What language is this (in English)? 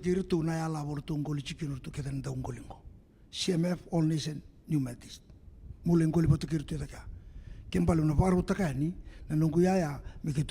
Fijian